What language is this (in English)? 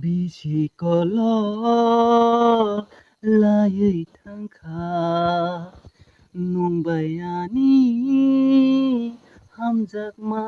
Kok Borok